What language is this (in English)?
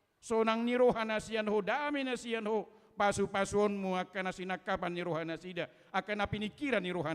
Batak Toba